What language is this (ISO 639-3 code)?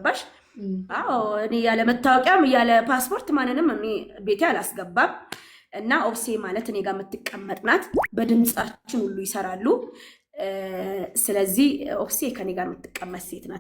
amh